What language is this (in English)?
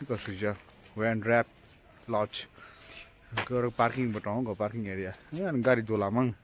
Kok Borok